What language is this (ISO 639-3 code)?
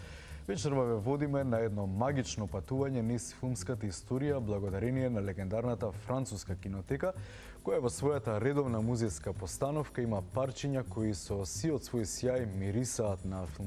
mkd